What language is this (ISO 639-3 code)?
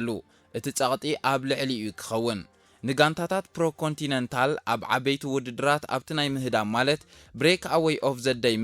tir